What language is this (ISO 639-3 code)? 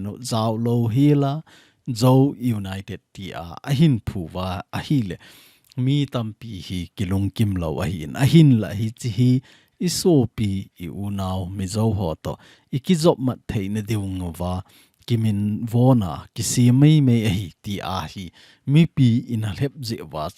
tcz